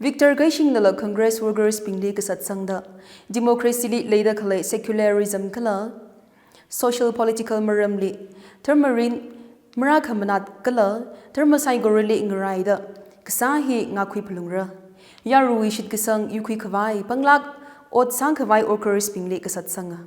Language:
Tangkhul Naga (India)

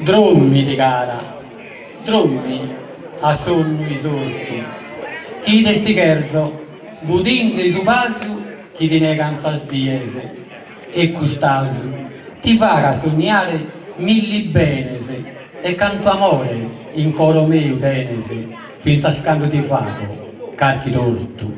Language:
Sardinian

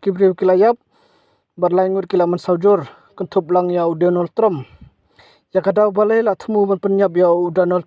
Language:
Khasi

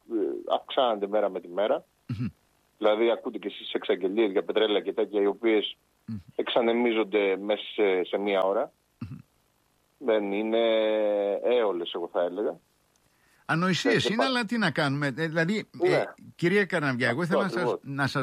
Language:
Greek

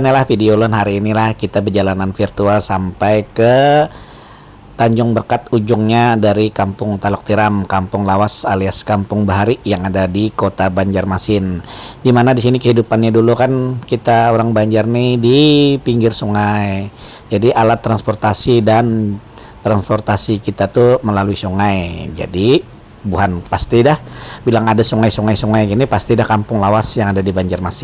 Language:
Banjar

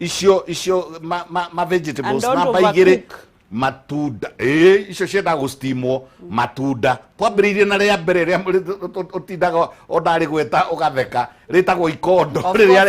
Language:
Kikuyu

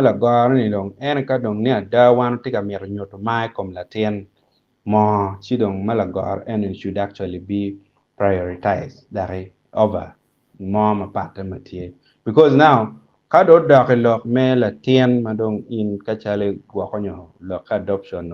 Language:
Acoli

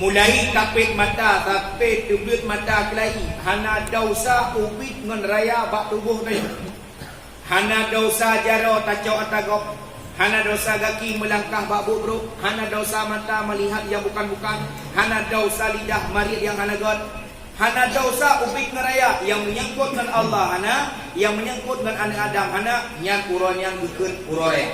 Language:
Achinese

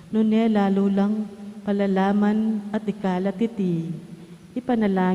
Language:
Pampanga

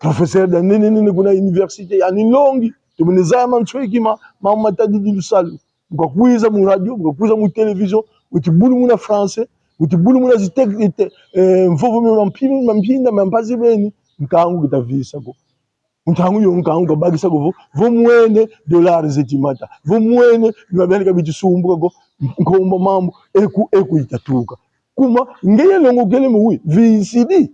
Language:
Kongo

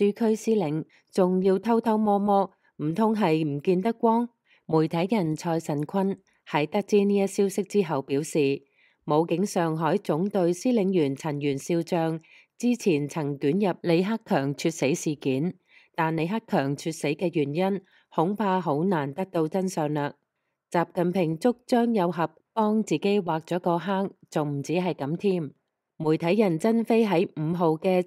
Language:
Cantonese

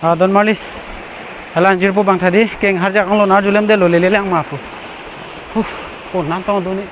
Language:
Karbi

